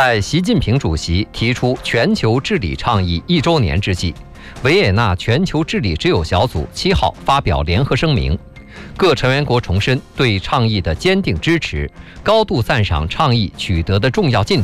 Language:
Chinese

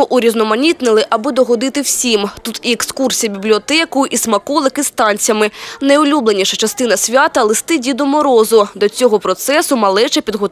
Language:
Ukrainian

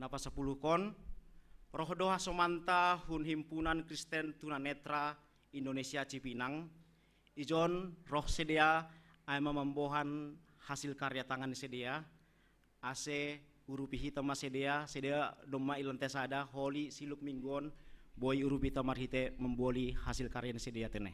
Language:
Batak Simalungun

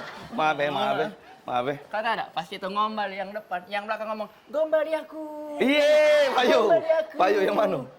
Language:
Musi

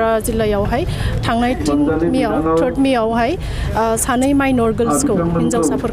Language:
Bodo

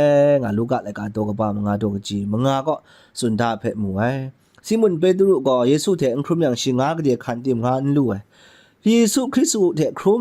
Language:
Kachin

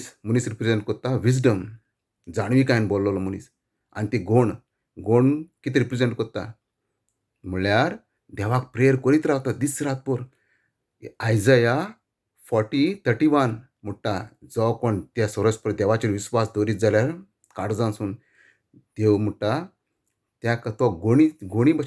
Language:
Konkani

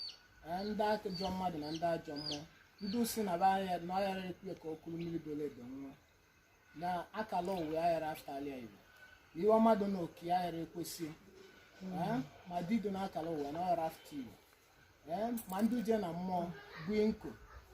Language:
Igbo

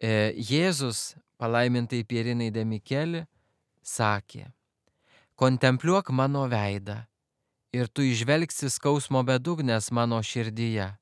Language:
Lithuanian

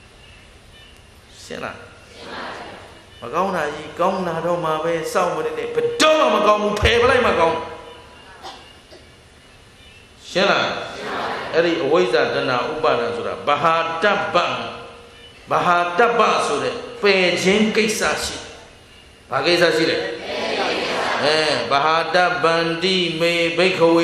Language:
Burmese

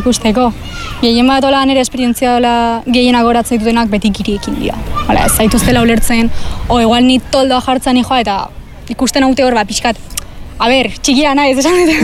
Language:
Basque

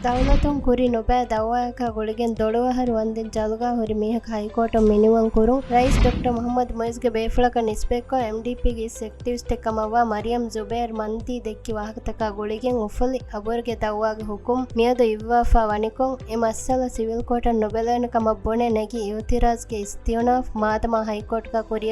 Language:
Divehi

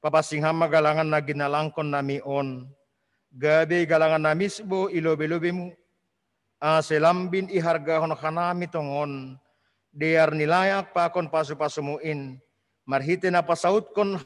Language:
Batak Simalungun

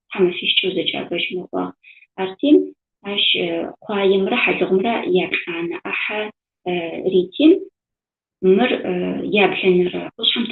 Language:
Adyghe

